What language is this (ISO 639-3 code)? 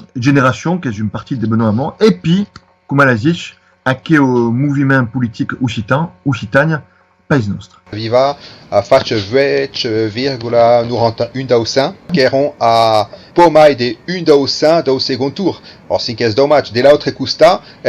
oci